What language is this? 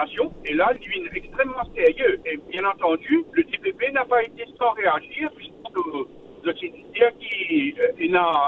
Morisyen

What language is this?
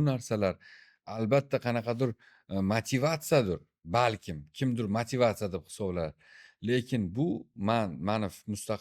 Uzbek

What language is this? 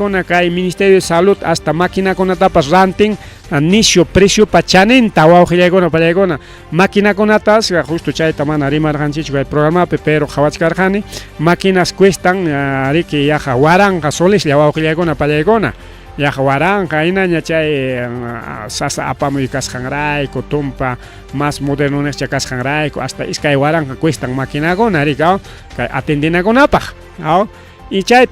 Ayacucho Quechua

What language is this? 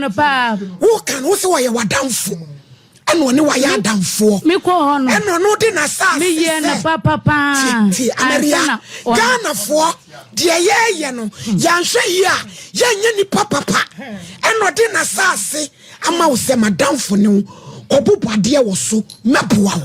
Akan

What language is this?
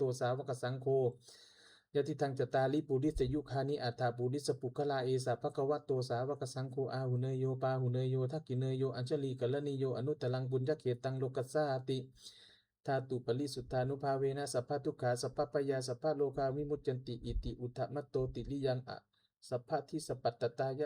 Pali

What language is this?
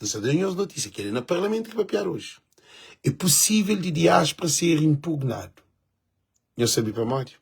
Kabuverdianu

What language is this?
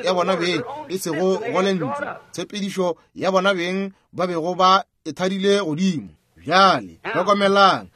Northern Sotho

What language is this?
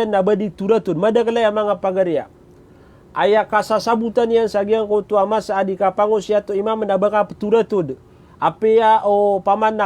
Maranao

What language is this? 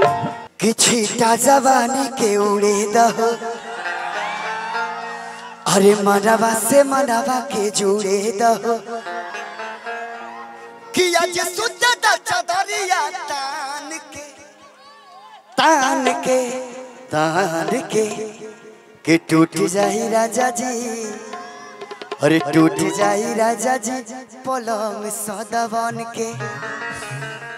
Bhojpuri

